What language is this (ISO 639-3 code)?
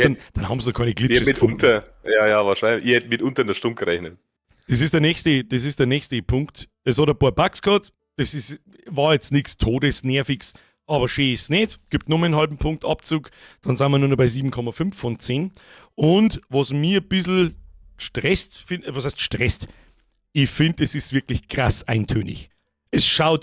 bar